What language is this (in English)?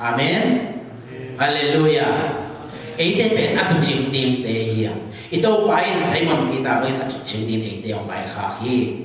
Tedim Chin